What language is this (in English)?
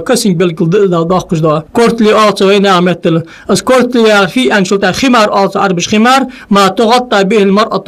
Ingush